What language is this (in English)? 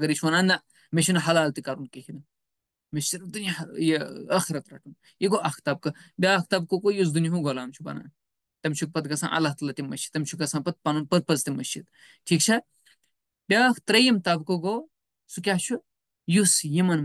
Kashmiri